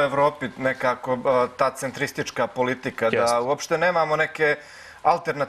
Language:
Serbian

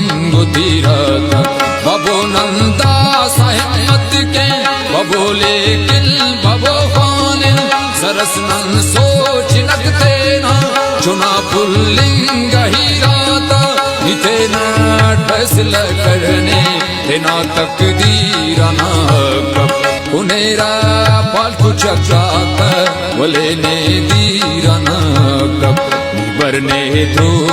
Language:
Brahui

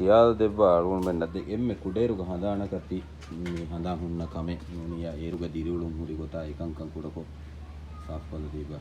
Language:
Divehi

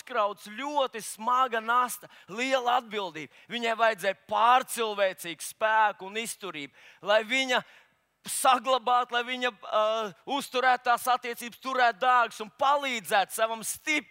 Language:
Latvian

